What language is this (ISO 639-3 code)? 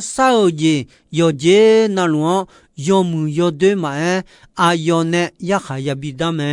ahk